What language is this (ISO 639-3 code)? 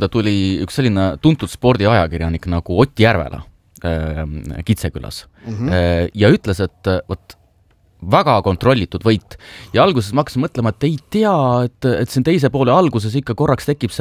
est